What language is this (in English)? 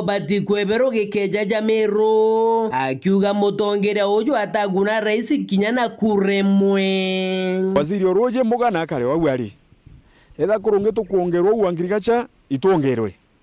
Meru